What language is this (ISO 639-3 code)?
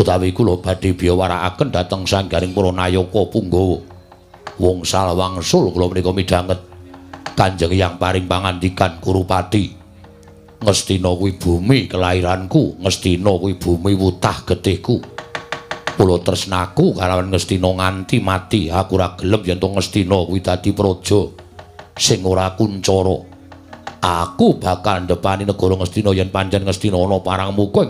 jav